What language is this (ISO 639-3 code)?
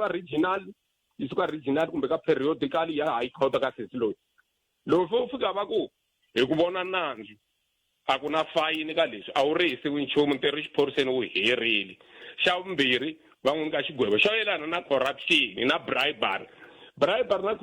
tso